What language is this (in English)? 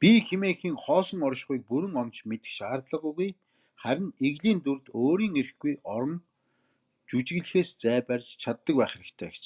Mongolian